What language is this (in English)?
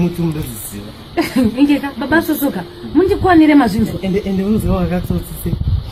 Shona